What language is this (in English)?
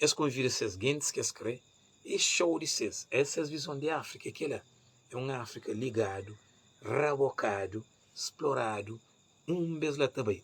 Kabuverdianu